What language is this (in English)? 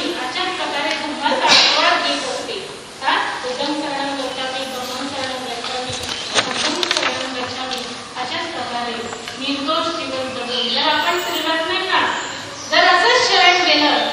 Marathi